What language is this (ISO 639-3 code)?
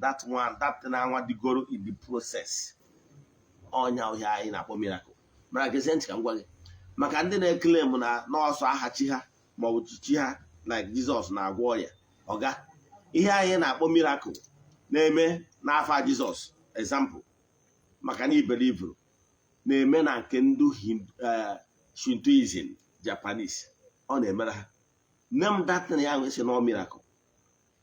ibo